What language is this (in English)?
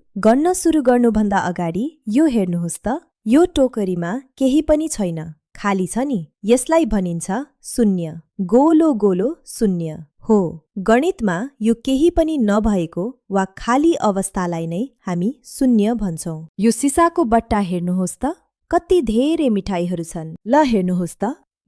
Nepali